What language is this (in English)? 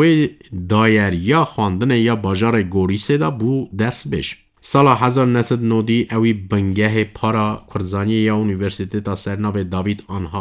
Kurdish